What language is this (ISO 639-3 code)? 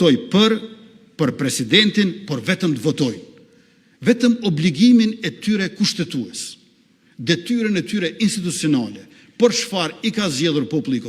sqi